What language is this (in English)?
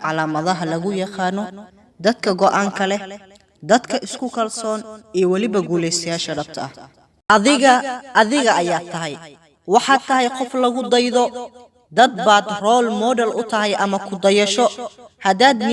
Somali